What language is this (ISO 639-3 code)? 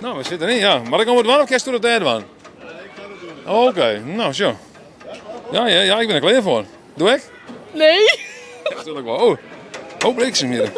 fry